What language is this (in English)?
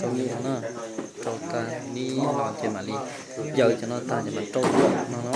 Hmong